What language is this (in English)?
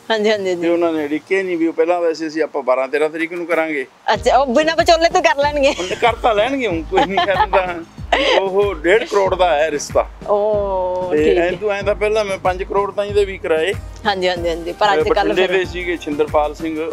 Punjabi